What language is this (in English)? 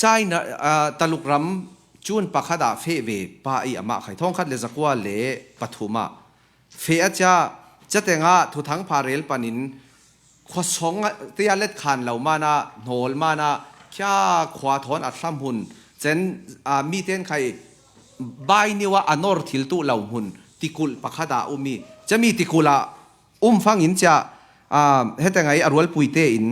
Falam Chin